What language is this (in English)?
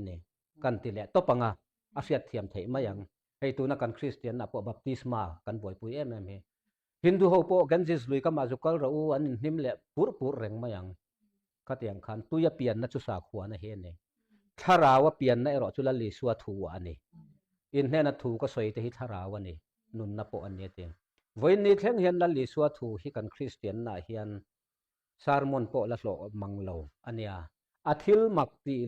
Mizo